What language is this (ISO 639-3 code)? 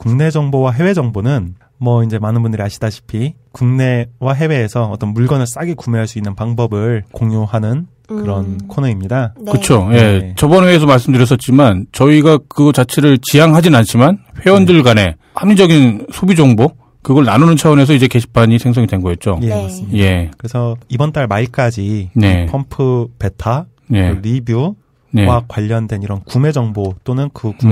kor